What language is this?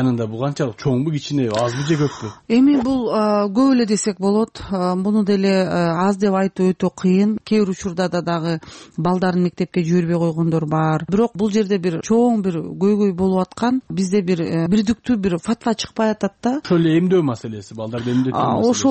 Kyrgyz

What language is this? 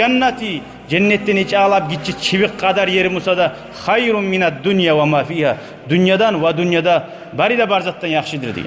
Kumyk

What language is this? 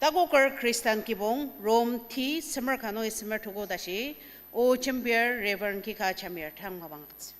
Ao Naga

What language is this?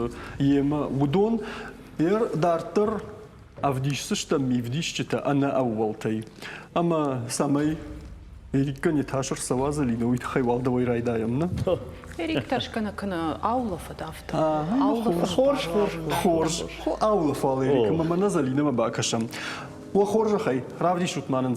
Ossetic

